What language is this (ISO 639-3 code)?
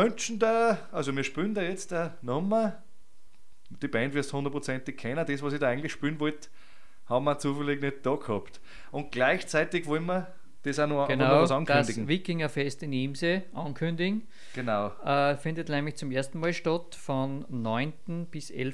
deu